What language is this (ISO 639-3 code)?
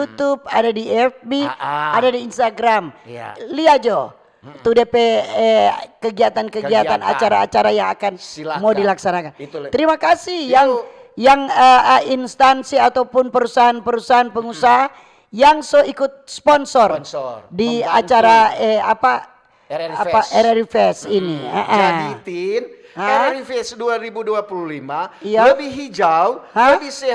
xmm